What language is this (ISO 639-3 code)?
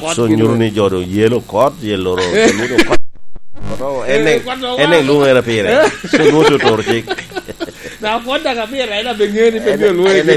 laj